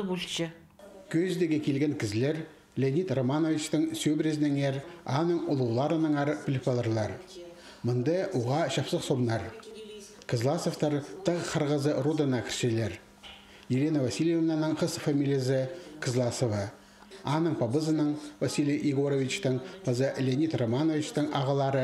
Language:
Khakas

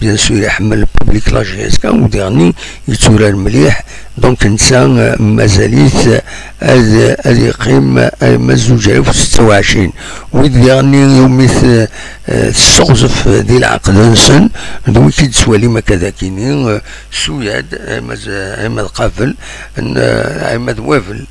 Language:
Kabyle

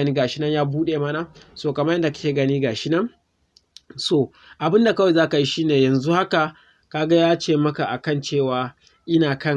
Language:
Hausa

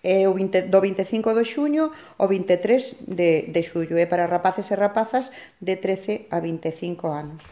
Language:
Galician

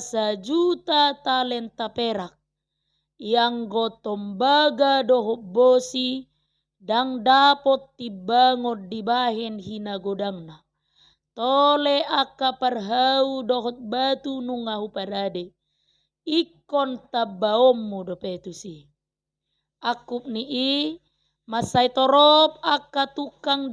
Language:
Batak Toba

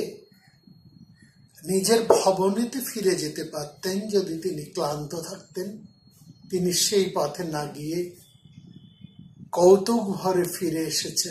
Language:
Bangla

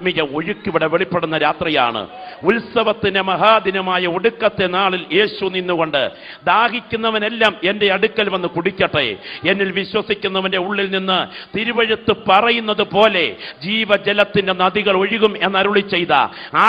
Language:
Malayalam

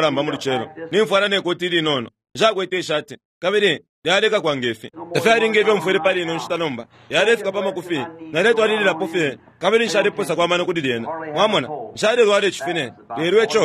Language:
Bemba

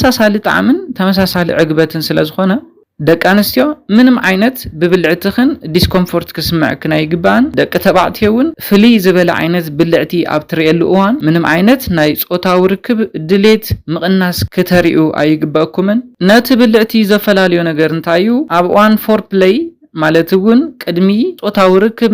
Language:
Tigrinya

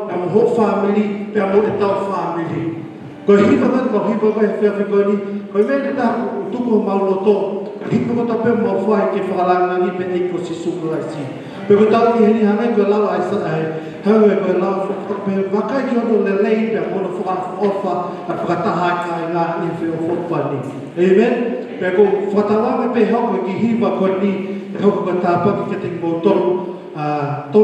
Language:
Tongan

